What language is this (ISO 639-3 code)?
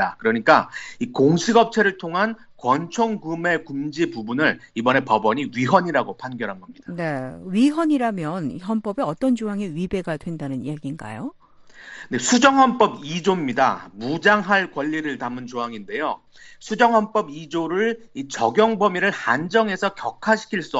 kor